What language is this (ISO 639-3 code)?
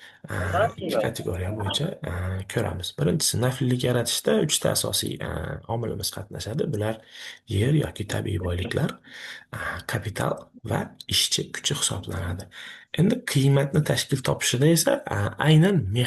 uzb